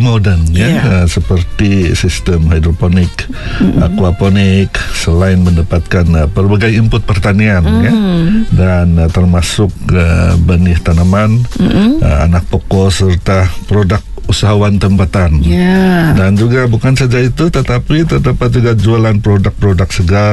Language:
Malay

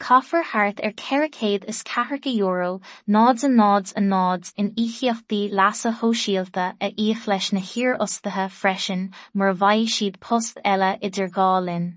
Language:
Irish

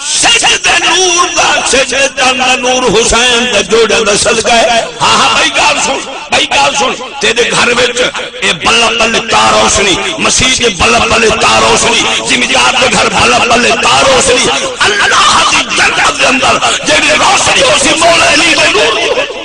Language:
Saraiki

